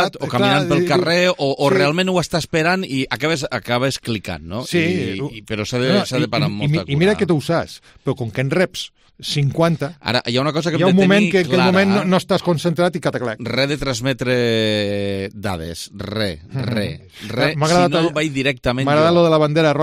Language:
Catalan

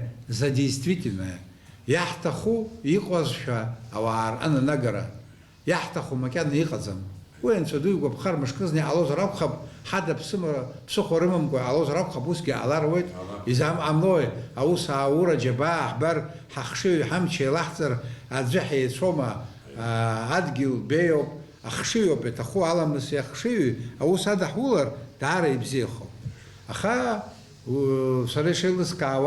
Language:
Abkhazian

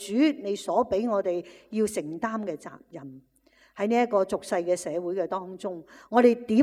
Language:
Cantonese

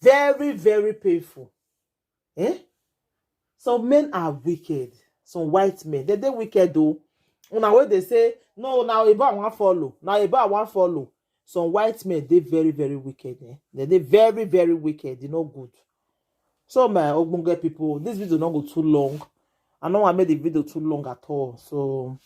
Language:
Nigerian Pidgin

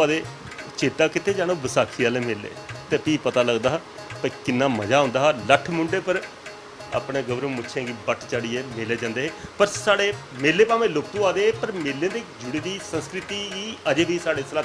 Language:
Dogri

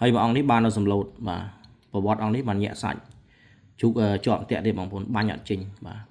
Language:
Khmer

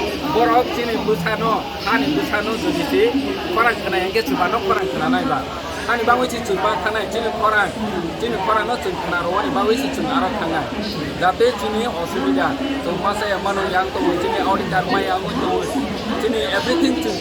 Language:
Kok Borok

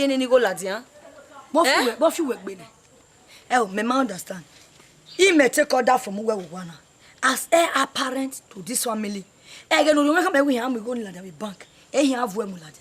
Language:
Bini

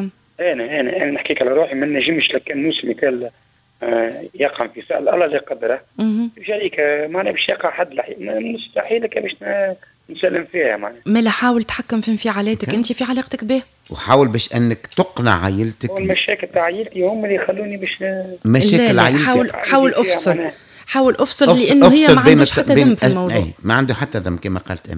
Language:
Tunisian Arabic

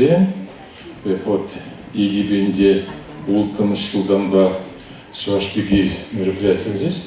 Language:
Chuvash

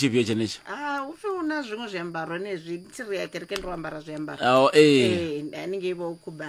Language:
Venda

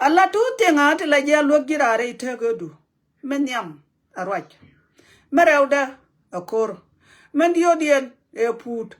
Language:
Nuer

